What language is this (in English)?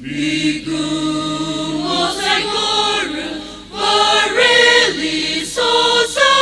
Tangkhul Naga (India)